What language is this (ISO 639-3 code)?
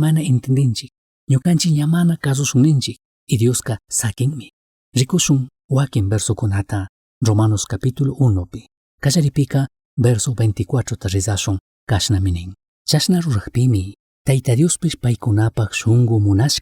qug